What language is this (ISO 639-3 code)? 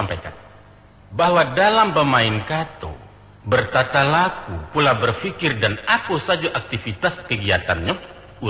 min